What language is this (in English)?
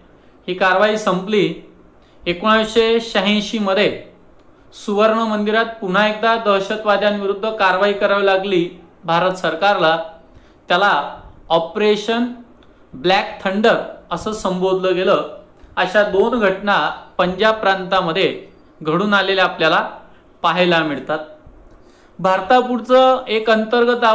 Marathi